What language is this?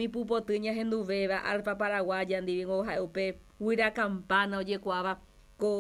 Guarani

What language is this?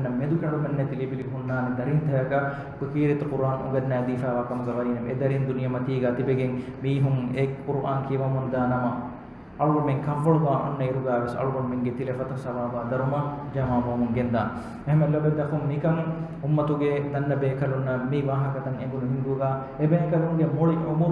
Divehi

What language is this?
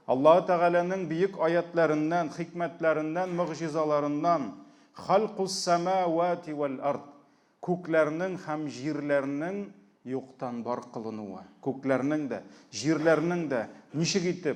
Tatar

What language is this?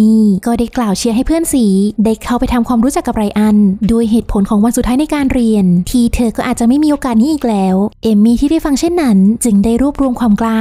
Thai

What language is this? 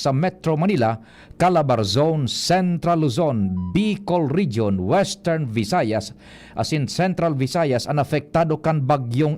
Bikol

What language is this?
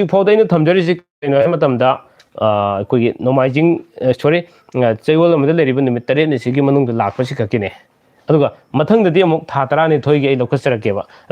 Manipuri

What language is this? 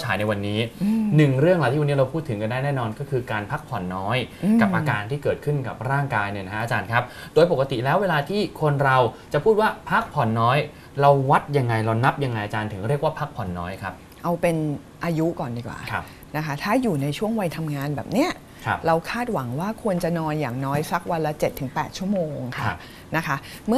Thai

